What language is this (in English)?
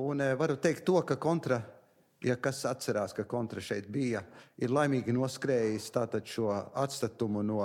Latvian